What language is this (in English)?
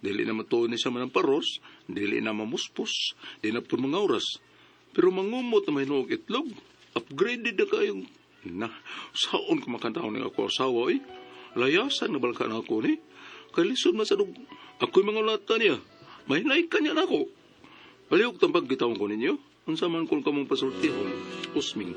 Cebuano